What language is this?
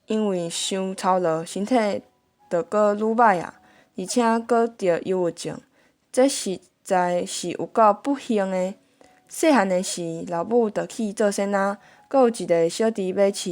Min Nan Chinese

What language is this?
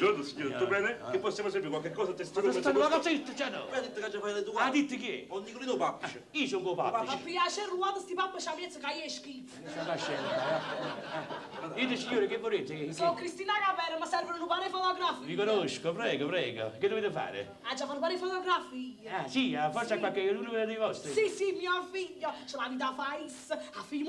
Neapolitan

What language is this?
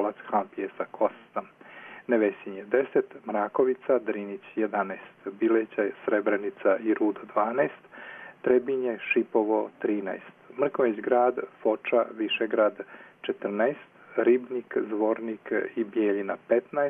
Serbian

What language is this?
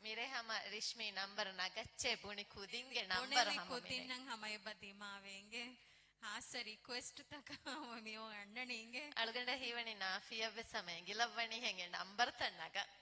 Divehi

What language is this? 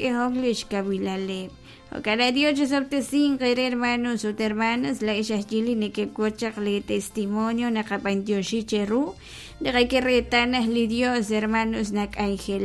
Kekchí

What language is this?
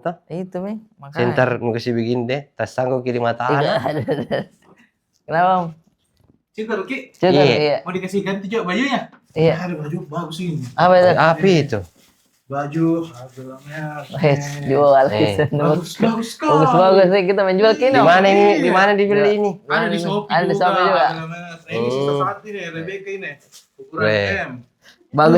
Makassar Malay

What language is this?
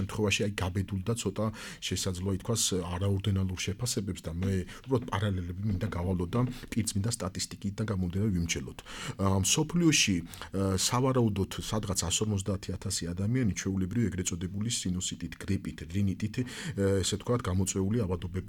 Georgian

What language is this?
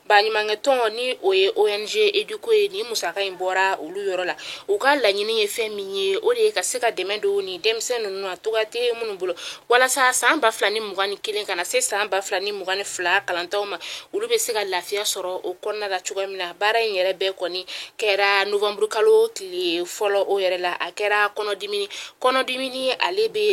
Bambara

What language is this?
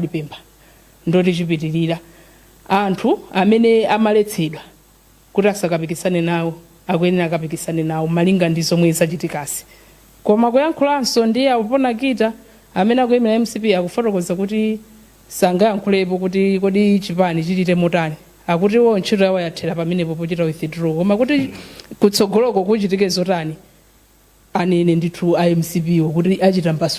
Nyanja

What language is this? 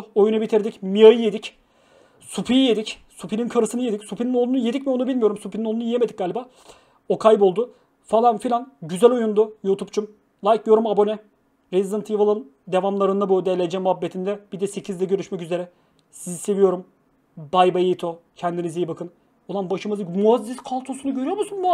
Turkish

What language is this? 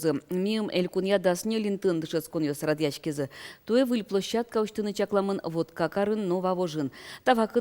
Udmurt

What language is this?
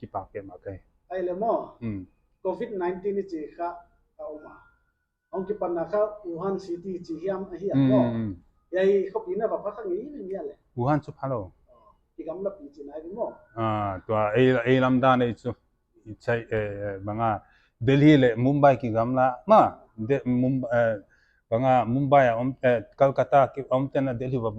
Paite Chin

